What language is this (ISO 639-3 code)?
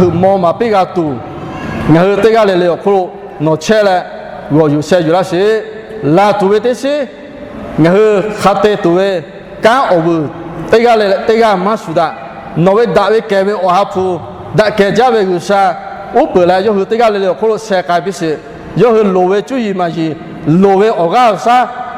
lhu